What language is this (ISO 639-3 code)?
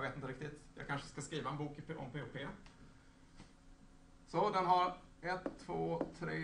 swe